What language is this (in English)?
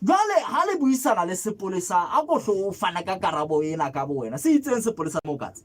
Southern Sotho